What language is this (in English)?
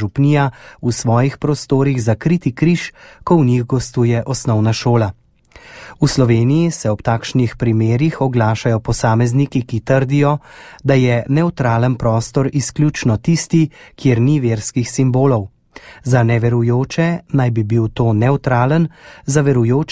Slovenian